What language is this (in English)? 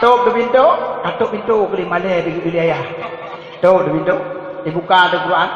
Achinese